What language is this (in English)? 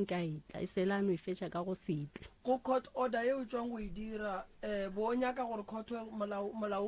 Northern Sotho